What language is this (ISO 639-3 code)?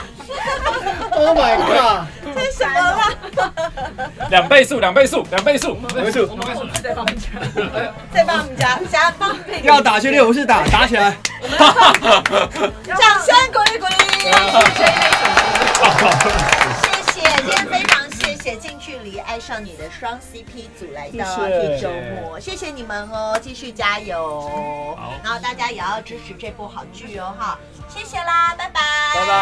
zho